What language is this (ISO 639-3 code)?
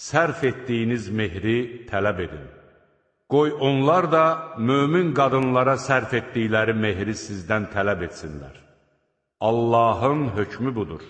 aze